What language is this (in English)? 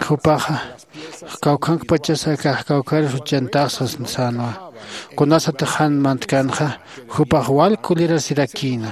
Aymara